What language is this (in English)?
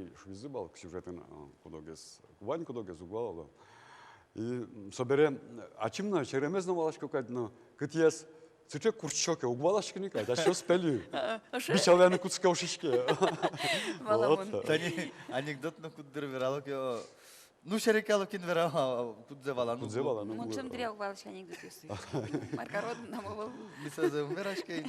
Udmurt